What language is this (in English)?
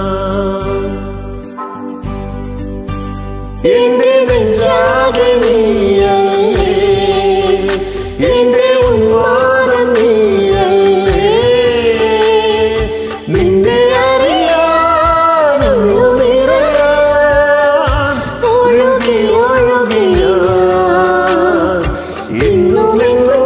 Malayalam